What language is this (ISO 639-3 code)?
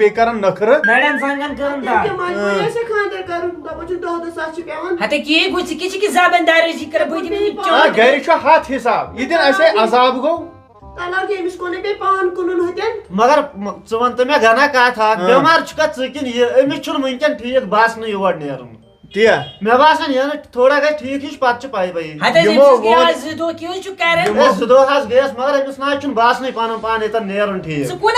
kas